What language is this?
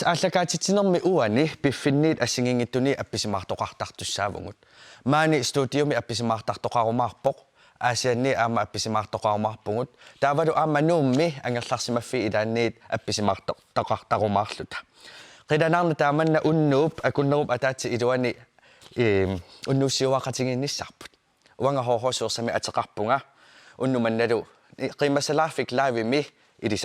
Kalaallisut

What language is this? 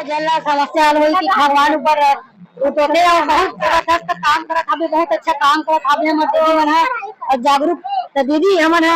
Chhattisgarhi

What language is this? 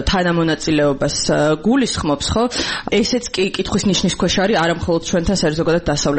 Georgian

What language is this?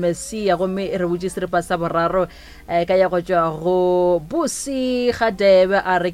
Northern Sotho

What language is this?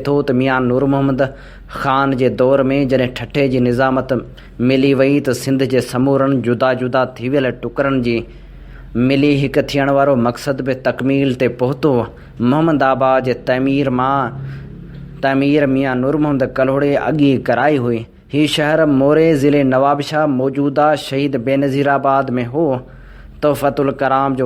Sindhi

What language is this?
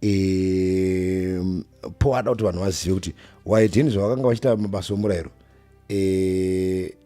Shona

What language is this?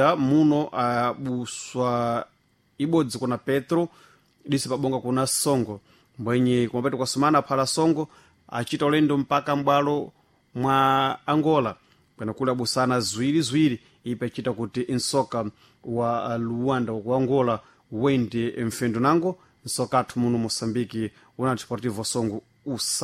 Sena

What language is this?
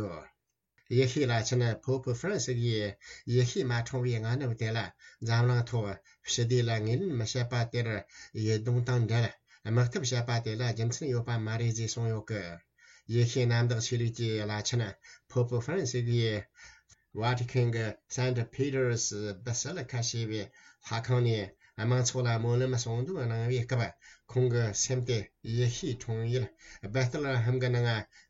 Tibetan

